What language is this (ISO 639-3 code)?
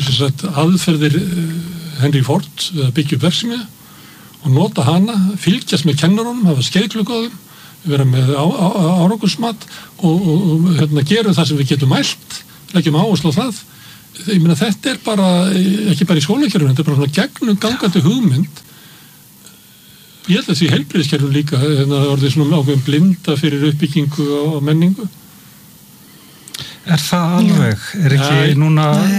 isl